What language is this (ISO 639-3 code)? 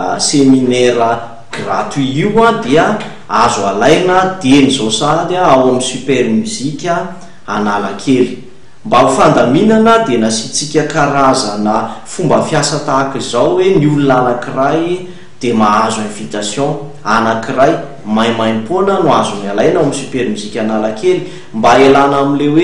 mlg